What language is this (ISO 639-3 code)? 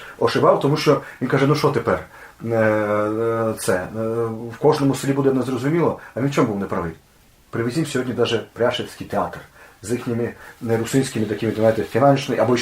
rue